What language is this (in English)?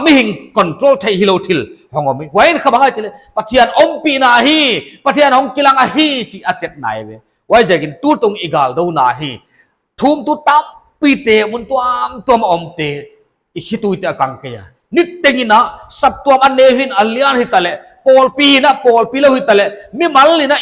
Paite Chin